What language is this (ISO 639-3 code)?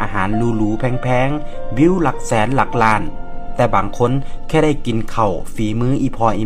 tts